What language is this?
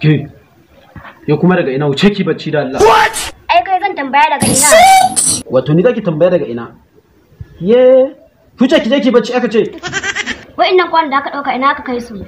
Hausa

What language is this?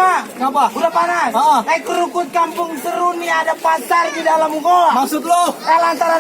Betawi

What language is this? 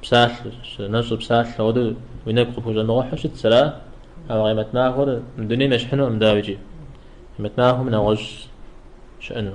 Kabardian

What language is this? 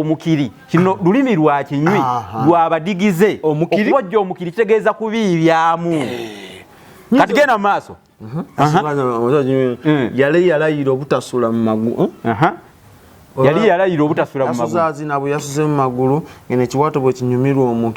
Ganda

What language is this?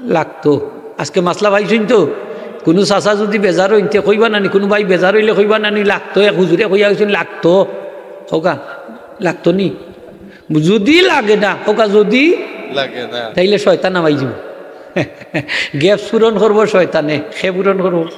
Sylheti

